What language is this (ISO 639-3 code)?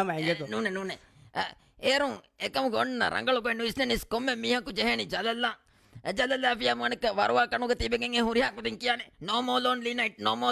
div